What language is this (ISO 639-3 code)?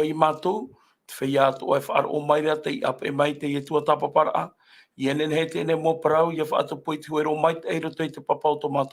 tah